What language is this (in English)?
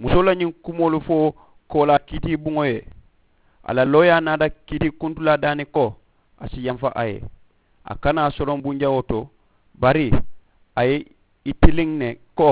Mandingo